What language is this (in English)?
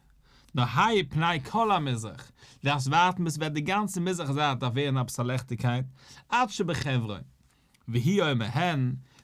Yiddish